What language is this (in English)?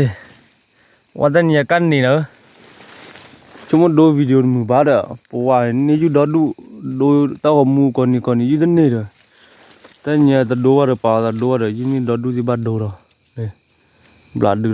S'gaw Karen